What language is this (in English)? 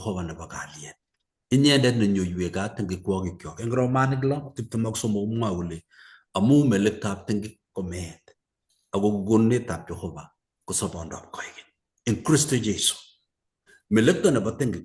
Kalenjin